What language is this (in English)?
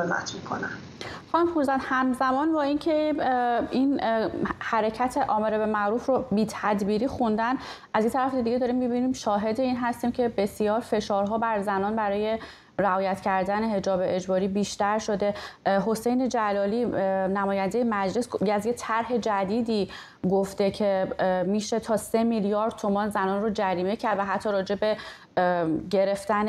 Persian